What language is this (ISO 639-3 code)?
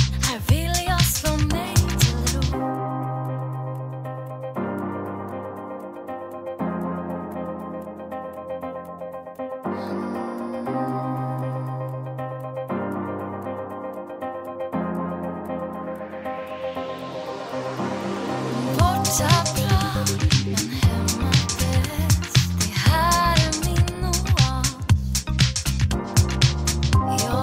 swe